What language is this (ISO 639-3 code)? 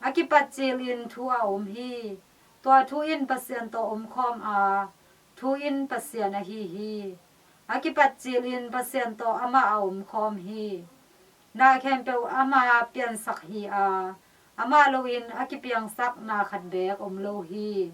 ctd